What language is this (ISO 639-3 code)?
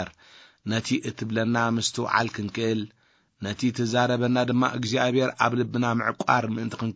tir